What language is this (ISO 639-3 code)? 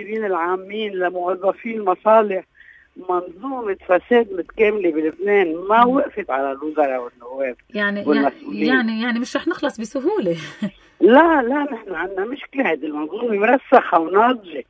apc